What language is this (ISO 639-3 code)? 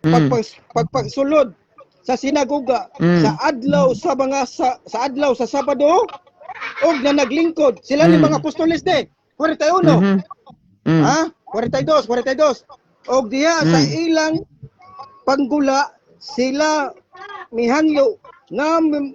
ceb